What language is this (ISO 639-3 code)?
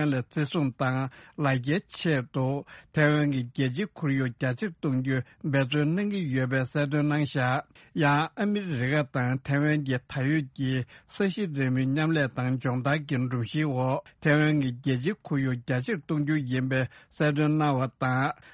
bod